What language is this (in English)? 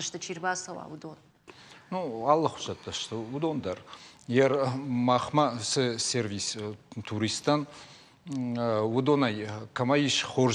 Ossetic